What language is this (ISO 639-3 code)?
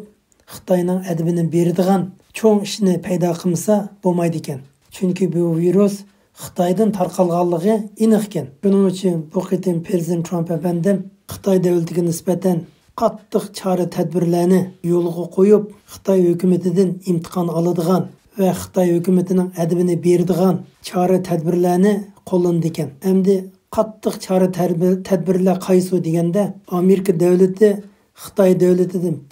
uig